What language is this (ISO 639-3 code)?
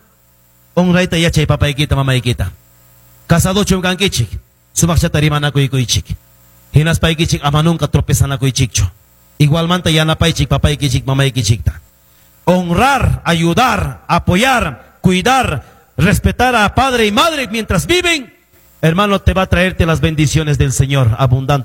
quy